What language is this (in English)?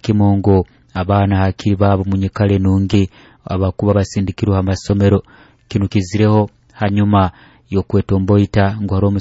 Nyoro